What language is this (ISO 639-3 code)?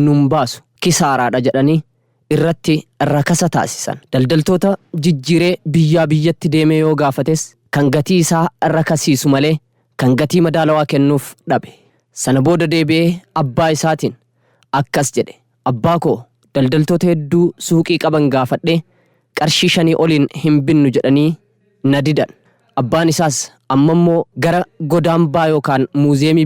orm